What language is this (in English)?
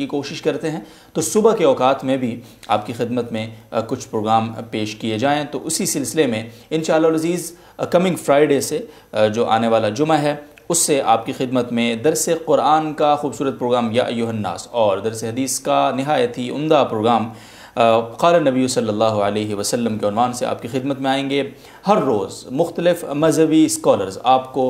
Urdu